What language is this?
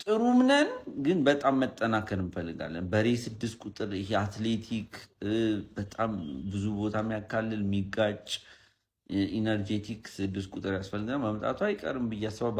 Amharic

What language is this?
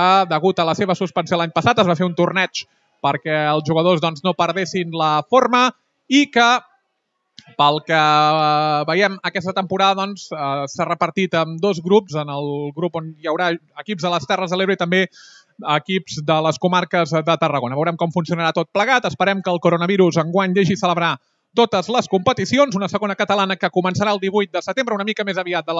Catalan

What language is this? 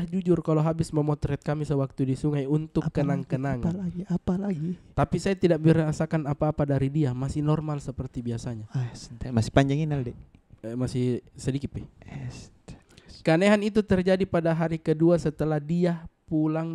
Makassar Malay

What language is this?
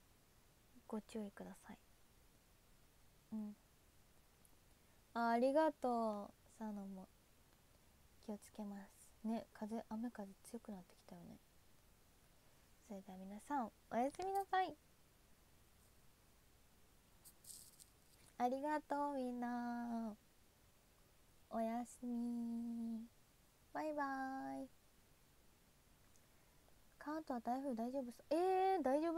Japanese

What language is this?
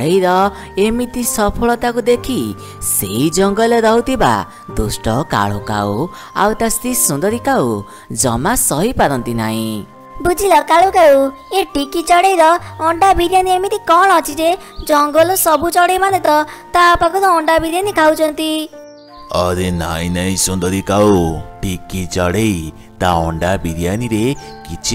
Odia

